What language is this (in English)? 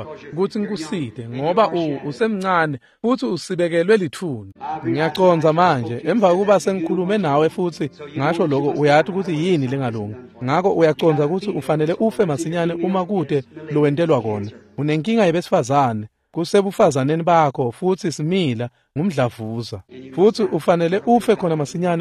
Swati